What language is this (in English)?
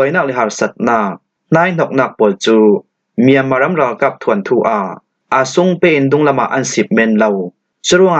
Falam Chin